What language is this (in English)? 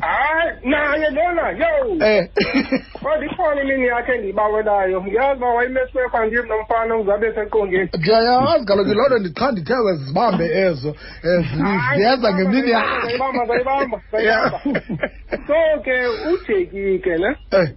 Xhosa